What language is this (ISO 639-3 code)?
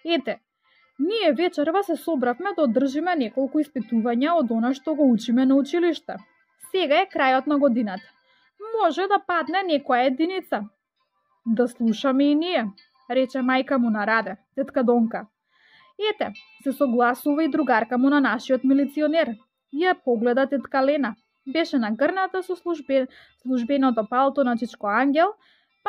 mkd